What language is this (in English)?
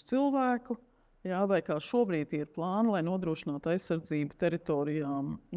Latvian